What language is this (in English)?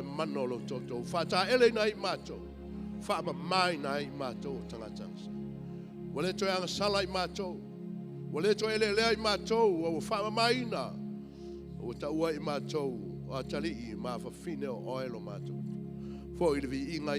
Samoan